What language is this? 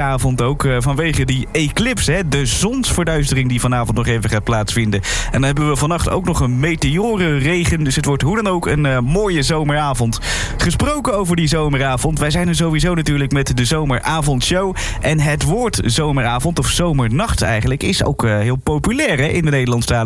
Dutch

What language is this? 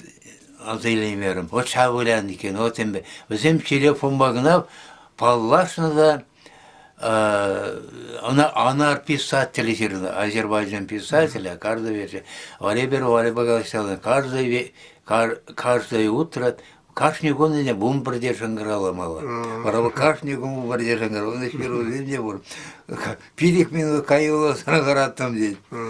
Chuvash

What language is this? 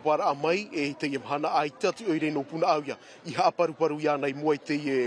Tahitian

